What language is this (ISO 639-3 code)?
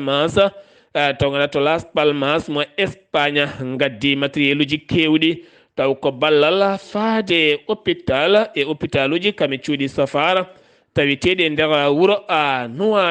ful